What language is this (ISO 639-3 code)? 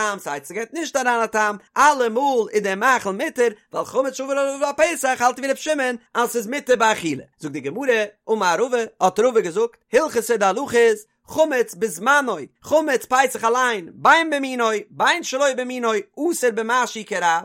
yid